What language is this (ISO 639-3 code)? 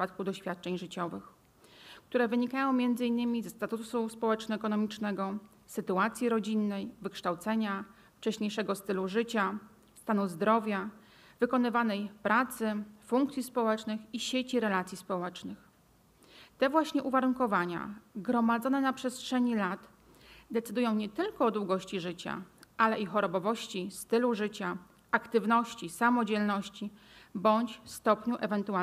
pol